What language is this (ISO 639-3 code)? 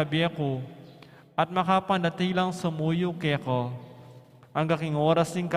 pam